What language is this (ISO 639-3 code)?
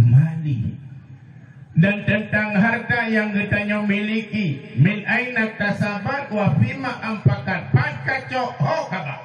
ace